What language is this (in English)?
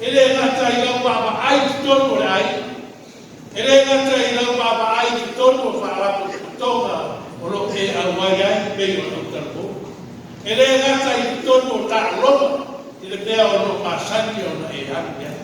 Samoan